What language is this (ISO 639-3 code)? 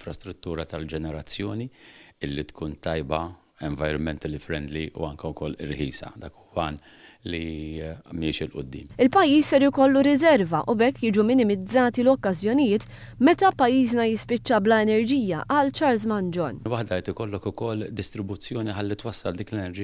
mlt